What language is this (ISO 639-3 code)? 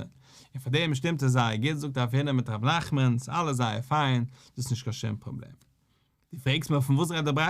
yid